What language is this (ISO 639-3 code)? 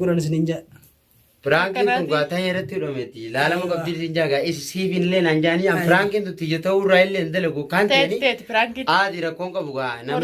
orm